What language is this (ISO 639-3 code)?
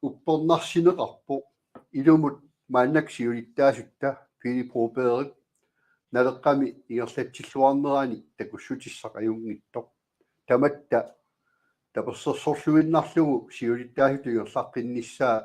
kal